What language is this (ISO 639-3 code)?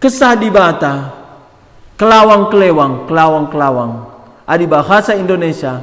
btx